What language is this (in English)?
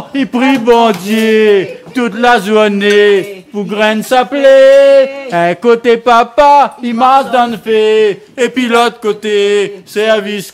Réunion Creole French